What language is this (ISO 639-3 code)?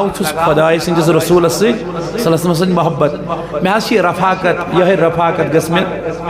kas